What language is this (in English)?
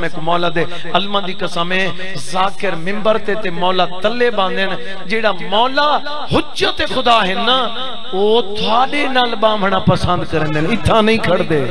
Saraiki